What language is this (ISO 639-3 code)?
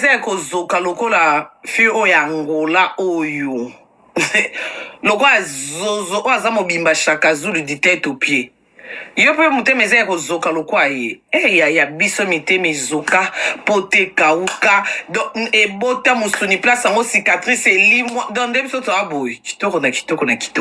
lin